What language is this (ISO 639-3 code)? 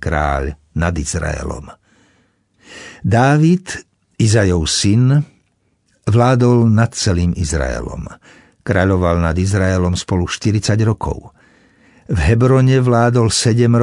slk